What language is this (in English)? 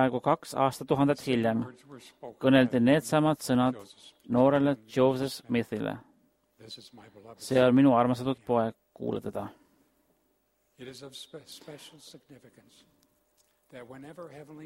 Estonian